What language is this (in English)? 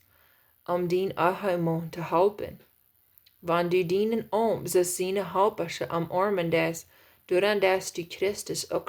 Plautdietsch